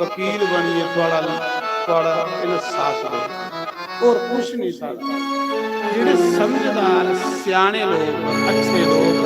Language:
Dogri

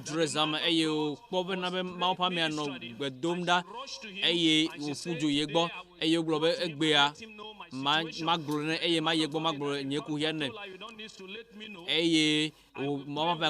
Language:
Ewe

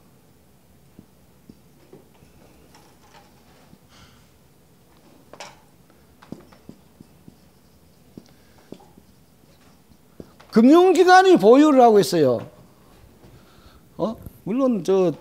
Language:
Korean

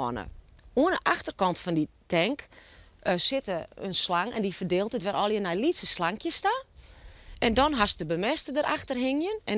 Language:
Western Frisian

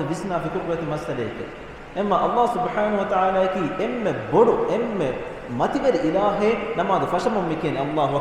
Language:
Divehi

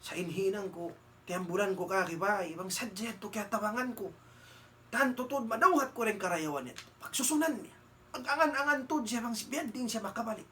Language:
Tausug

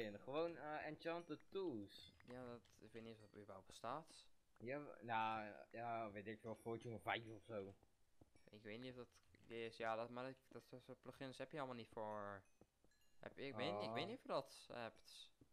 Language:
Dutch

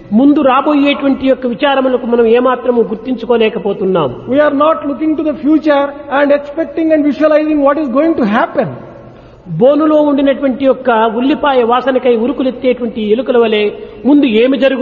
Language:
Telugu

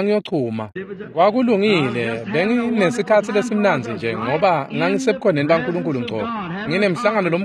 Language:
Swati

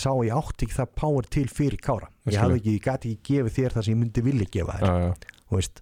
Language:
Icelandic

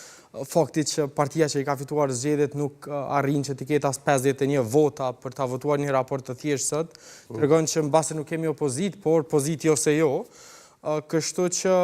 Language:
Albanian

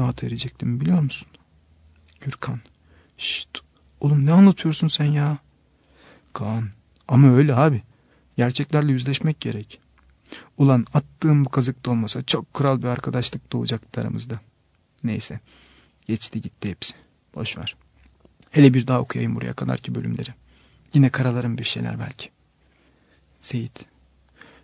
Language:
Turkish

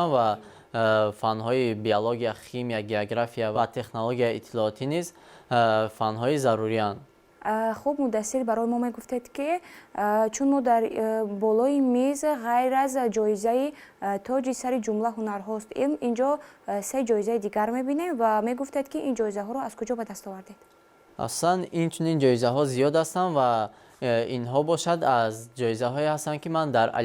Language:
Tajik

